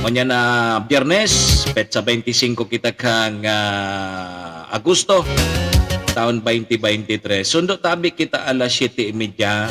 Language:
Bikol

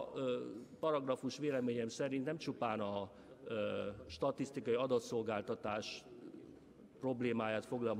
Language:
Hungarian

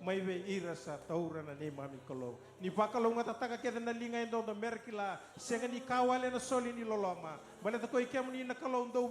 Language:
Fijian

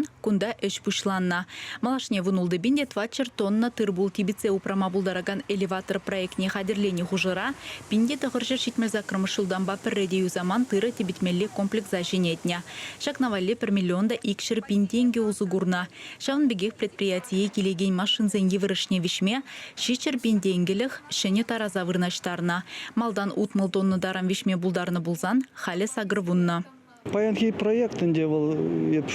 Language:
Chuvash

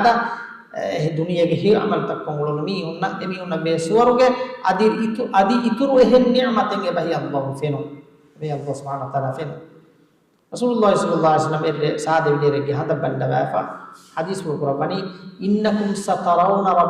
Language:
Divehi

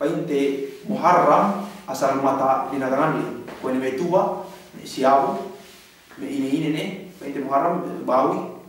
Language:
Yakan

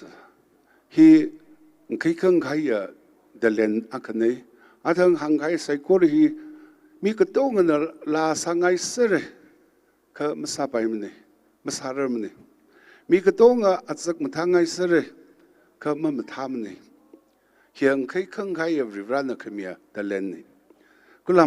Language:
Tangkhul Naga (India)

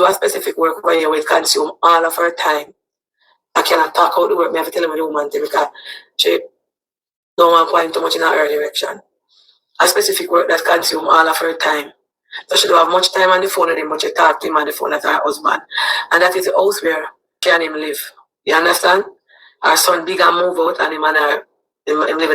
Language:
Jamaican Creole English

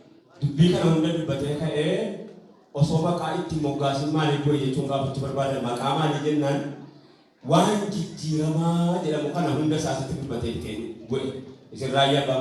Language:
Oromo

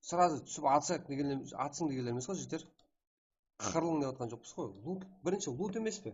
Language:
Kara-Kalpak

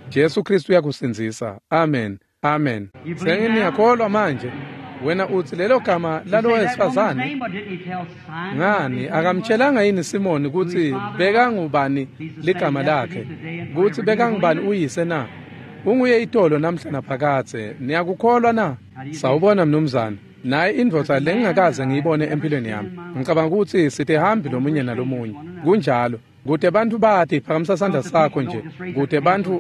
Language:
Swati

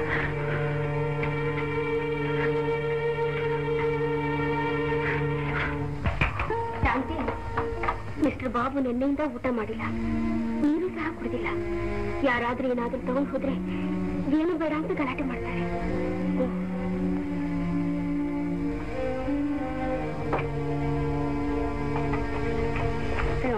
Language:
Kannada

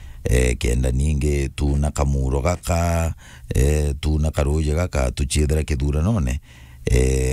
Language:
Meru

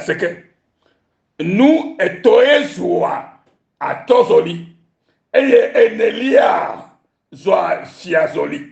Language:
Ewe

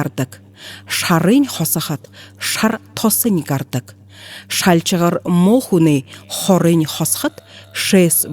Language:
Buriat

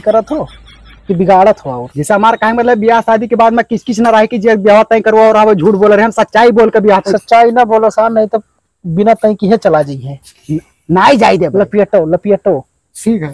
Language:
Awadhi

